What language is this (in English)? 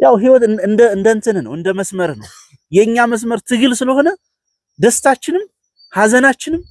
Amharic